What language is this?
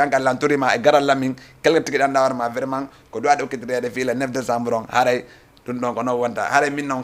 Fula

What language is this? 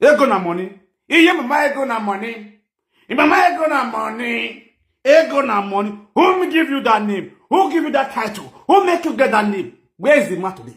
Nigerian Pidgin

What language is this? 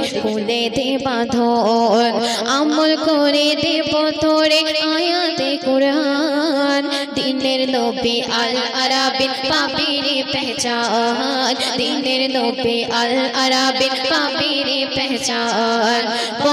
Bangla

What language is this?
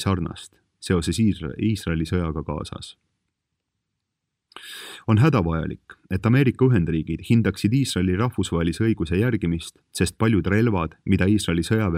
Estonian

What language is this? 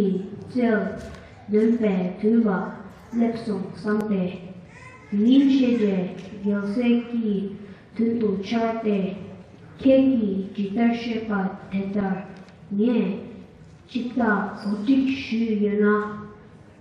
Tibetan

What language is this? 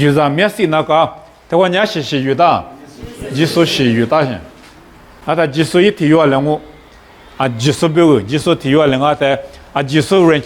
Lisu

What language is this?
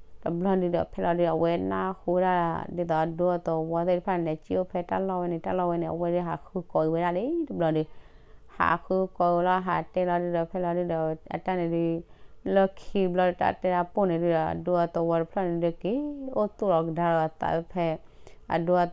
S'gaw Karen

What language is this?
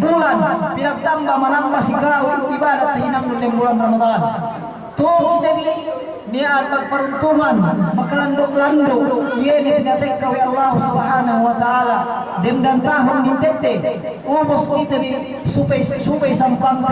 Yakan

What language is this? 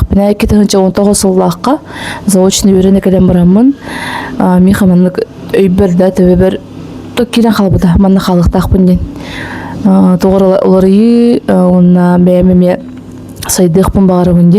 Yakut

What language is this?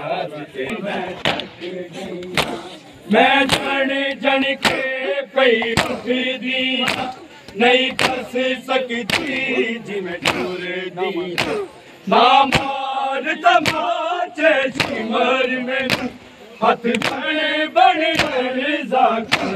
Saraiki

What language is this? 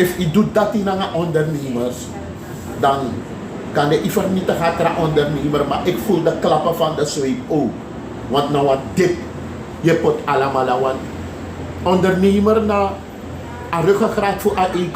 Sranan Tongo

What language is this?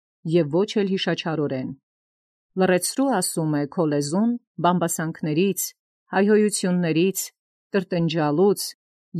Armenian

